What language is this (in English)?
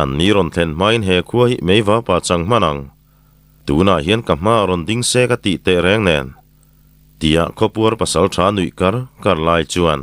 Mizo